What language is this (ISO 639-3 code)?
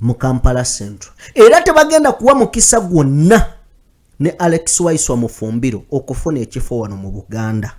lug